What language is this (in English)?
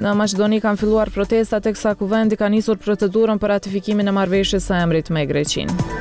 Albanian